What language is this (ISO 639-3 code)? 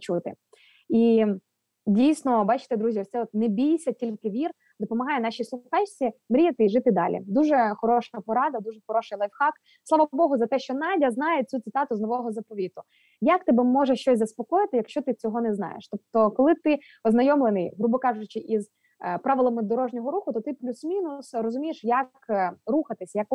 ukr